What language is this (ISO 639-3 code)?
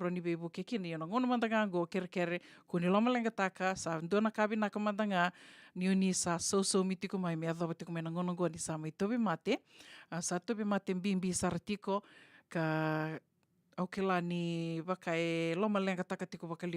fij